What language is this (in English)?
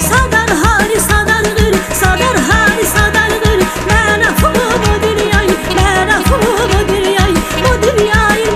Tabassaran